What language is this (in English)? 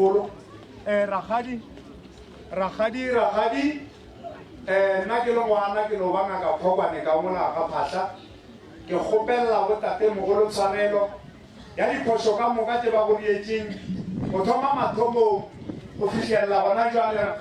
Northern Sotho